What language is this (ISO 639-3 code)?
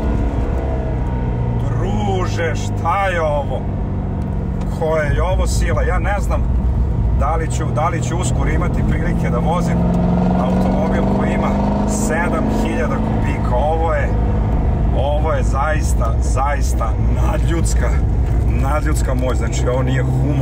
srp